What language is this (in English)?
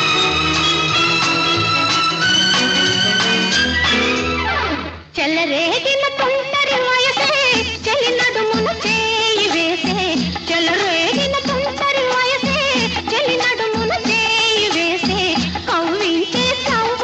Telugu